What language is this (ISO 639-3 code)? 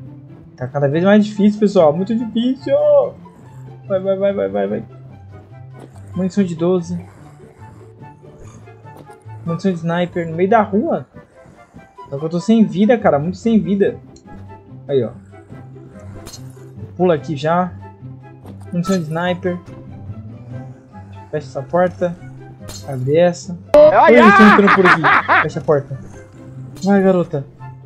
por